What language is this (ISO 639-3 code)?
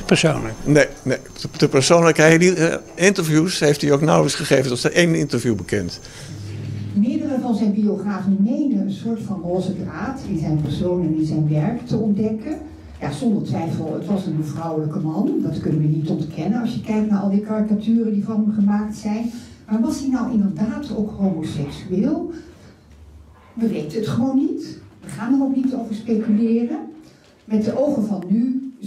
nld